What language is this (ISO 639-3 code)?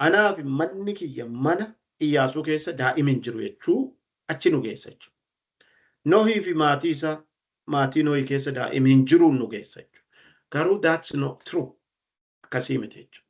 orm